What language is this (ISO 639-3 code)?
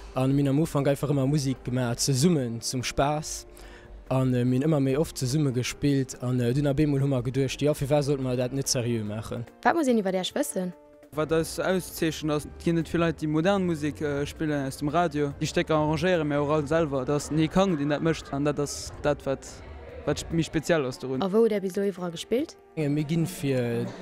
ltz